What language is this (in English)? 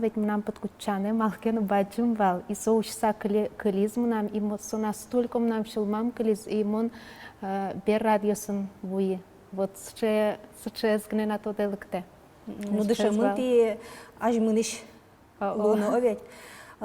Udmurt